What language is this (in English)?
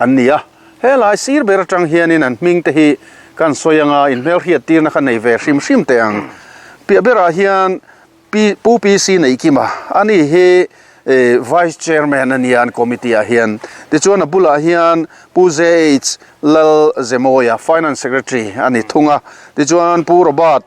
Mizo